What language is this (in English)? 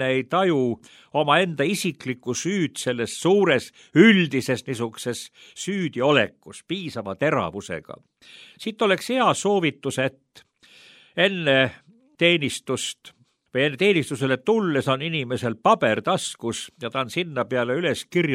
Estonian